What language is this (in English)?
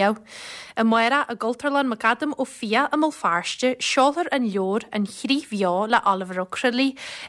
Irish